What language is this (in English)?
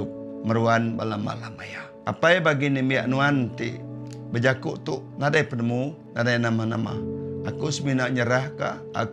Iban